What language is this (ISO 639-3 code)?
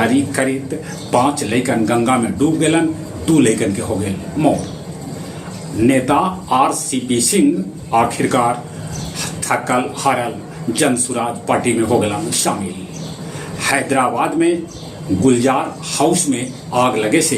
mag